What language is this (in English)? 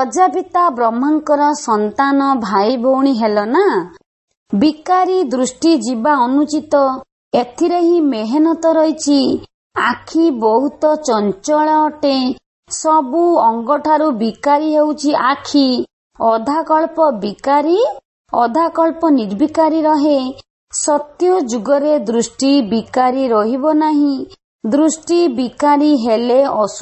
Odia